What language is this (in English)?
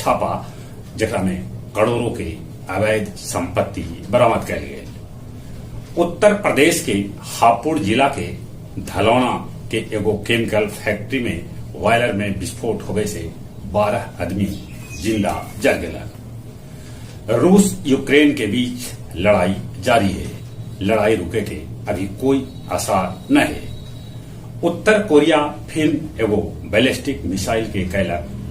Magahi